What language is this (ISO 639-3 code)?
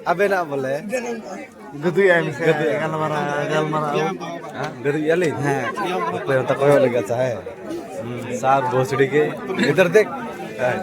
sat